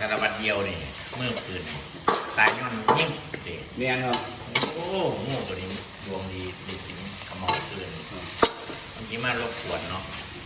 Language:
Northeastern Thai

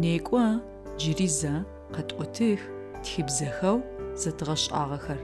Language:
Adyghe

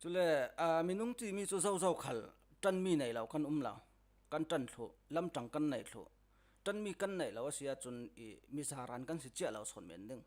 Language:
Falam Chin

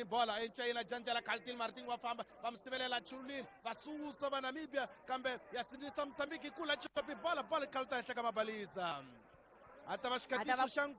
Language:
Tsonga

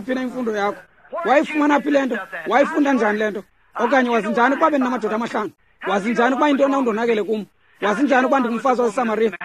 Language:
Xhosa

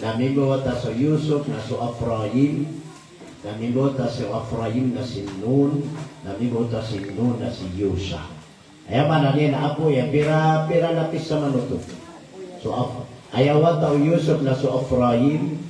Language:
Maranao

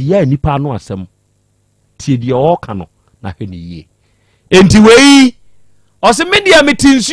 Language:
Akan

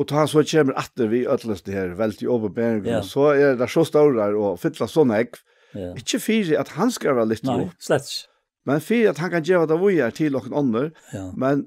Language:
Faroese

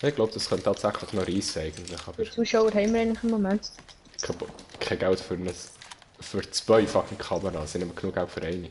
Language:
Swiss German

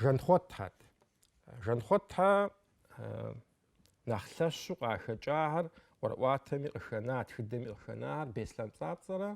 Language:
Kabardian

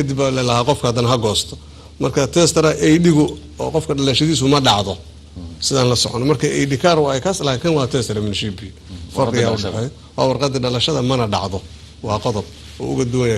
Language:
Somali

